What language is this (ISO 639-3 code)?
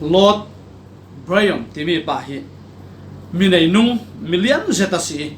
cfm